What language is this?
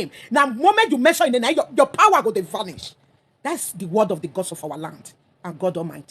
Nigerian Pidgin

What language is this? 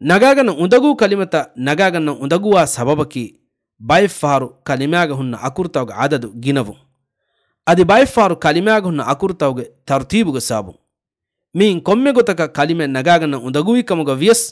Divehi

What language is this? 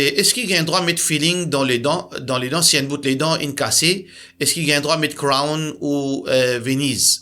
Morisyen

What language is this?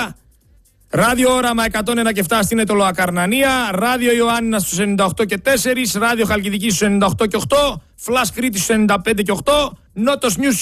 Greek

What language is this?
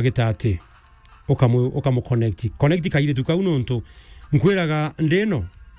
Meru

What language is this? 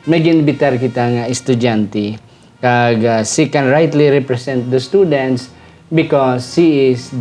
Hiligaynon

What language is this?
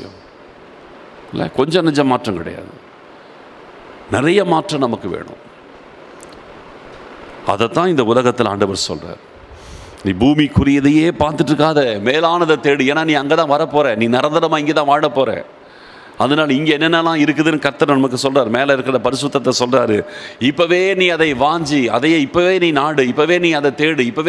Tamil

